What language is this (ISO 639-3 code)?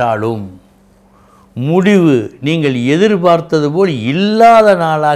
tam